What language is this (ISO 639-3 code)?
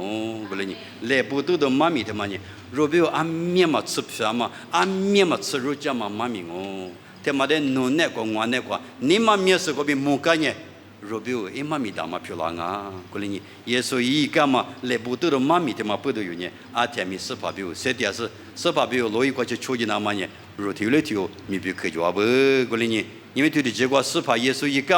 lis